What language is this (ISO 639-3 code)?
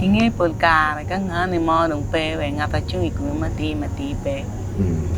ach